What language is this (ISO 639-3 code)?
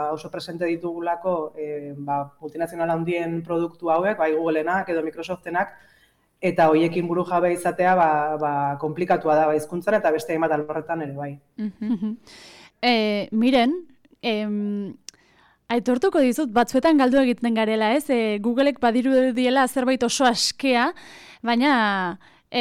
eus